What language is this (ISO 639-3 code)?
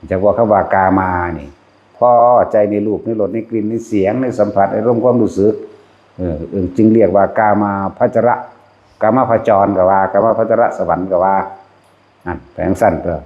tts